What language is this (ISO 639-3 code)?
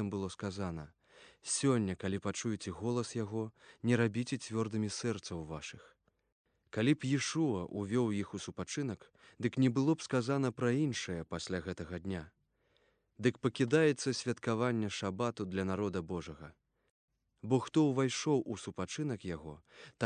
bel